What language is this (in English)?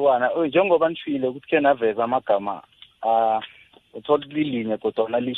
South Ndebele